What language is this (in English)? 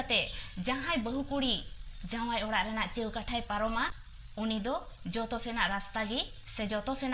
Santali